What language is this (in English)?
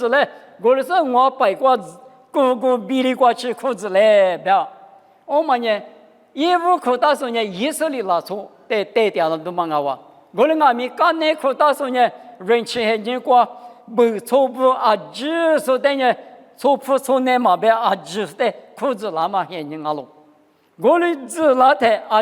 Lisu